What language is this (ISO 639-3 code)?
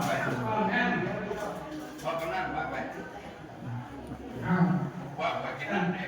lao